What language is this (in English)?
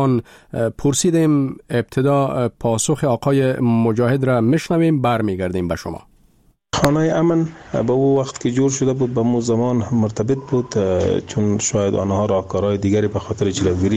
Persian